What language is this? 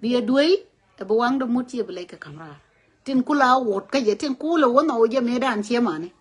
Nuer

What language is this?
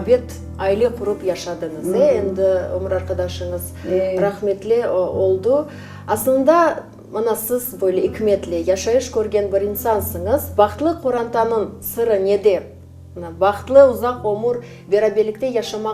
Crimean Tatar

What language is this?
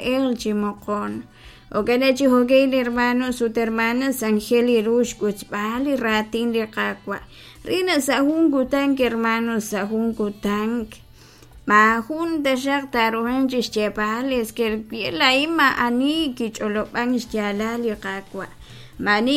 Kekchí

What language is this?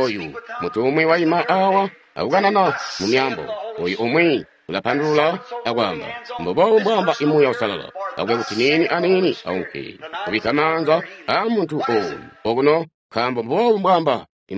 Tonga (Zambia)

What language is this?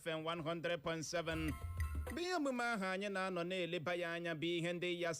Igbo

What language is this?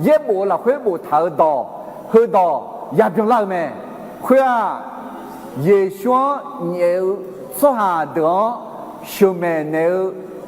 Akha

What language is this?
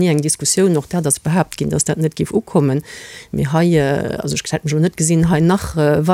Luxembourgish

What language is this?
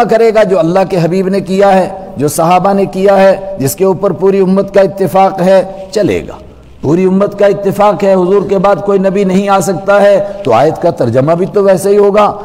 Urdu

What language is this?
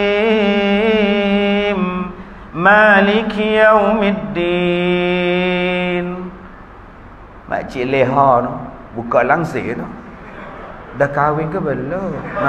Malay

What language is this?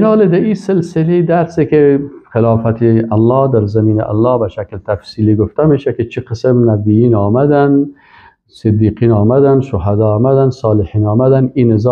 Persian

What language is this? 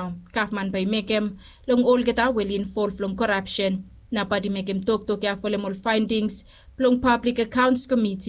Bislama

